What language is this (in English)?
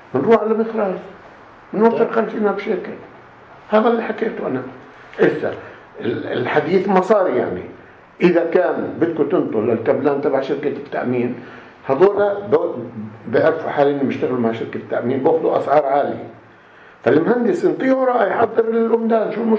North Levantine Arabic